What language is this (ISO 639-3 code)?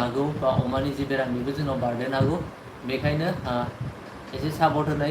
brx